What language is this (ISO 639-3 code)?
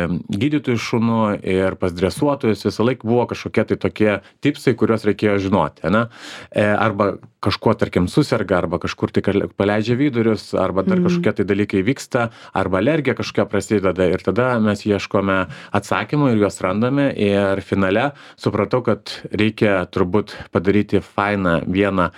lit